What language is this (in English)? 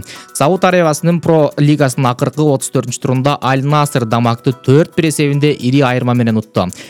Kyrgyz